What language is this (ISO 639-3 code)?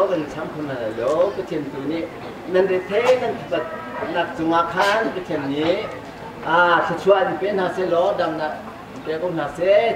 cnh